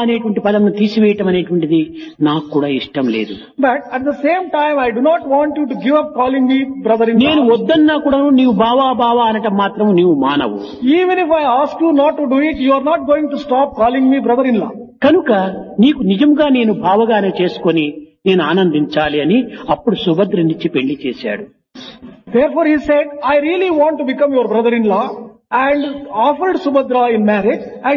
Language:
Telugu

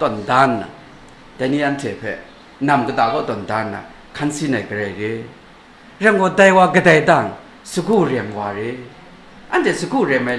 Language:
Kachin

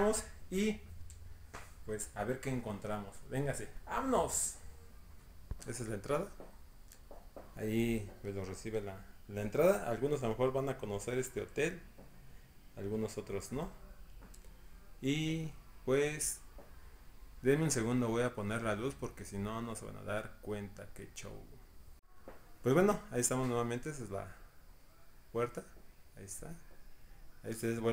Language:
Spanish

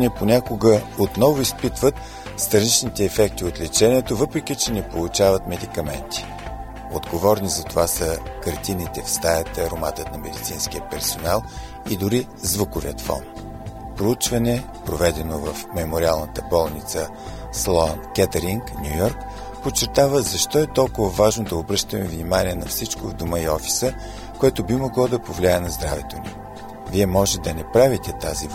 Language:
Bulgarian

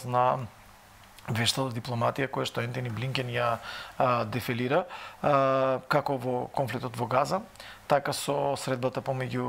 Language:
Macedonian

